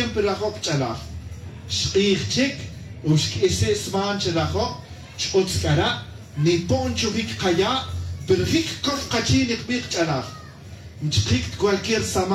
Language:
Tz'utujil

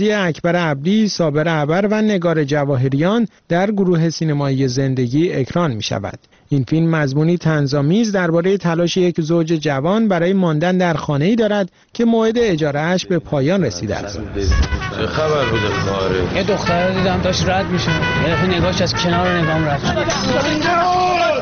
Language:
Persian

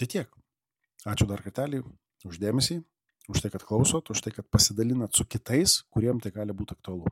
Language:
Lithuanian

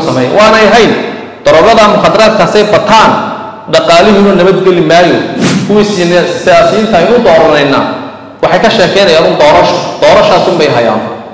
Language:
Somali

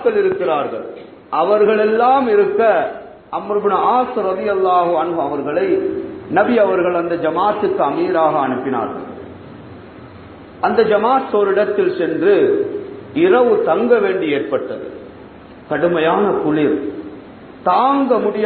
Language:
Tamil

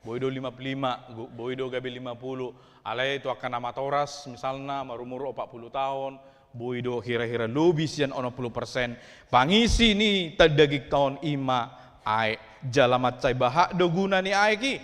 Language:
Batak Toba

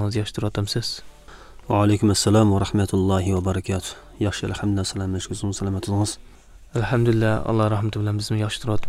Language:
Uyghur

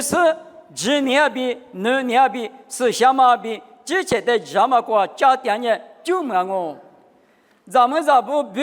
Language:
Lisu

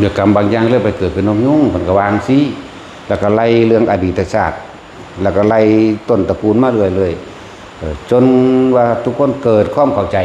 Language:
Northeastern Thai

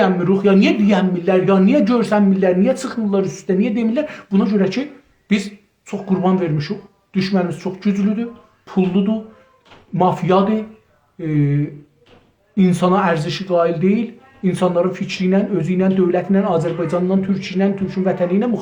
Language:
South Azerbaijani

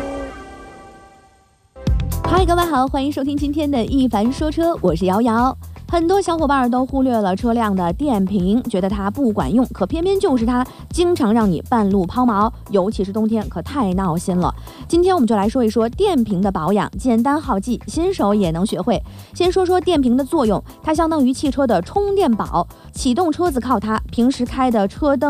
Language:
Chinese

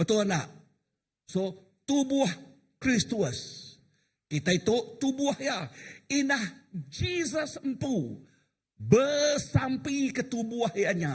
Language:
Iban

